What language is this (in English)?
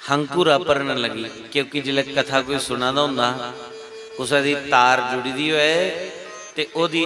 Dogri